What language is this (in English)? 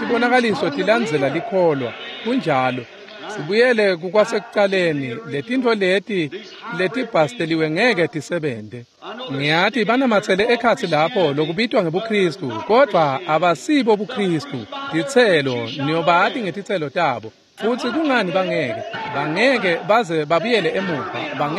Swati